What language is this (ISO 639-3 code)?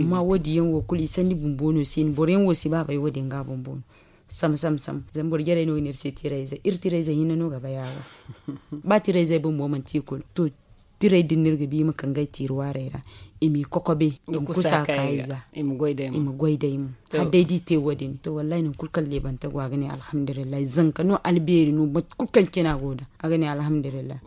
dje